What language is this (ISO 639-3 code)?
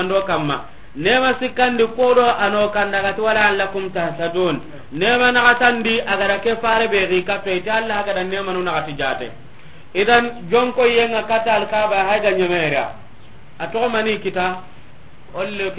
snk